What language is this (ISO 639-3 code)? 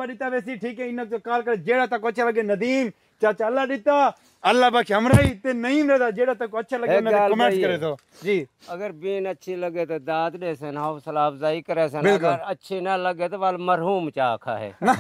skr